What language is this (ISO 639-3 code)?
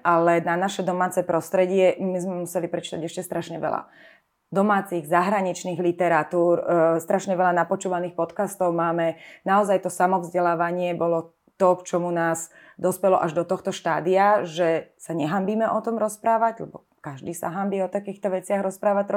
slk